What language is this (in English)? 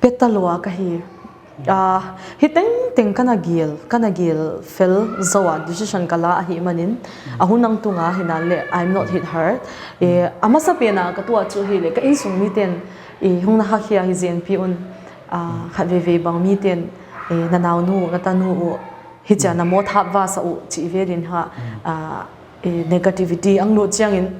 Paite Chin